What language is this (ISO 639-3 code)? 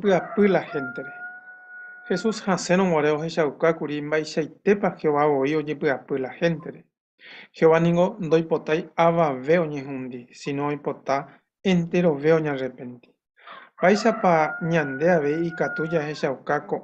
grn